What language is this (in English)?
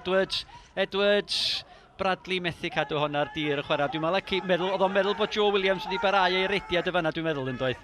Welsh